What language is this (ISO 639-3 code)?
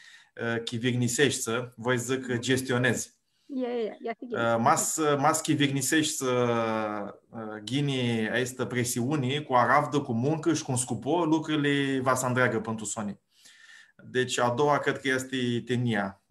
rup